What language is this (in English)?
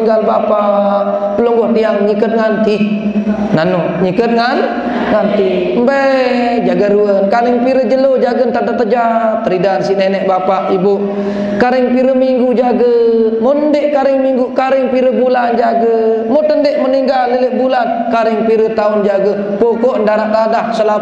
Sasak